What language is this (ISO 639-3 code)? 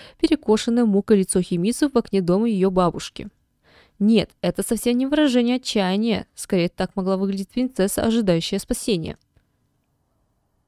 rus